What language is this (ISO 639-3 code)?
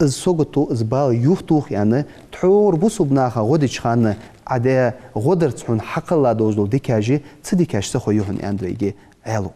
inh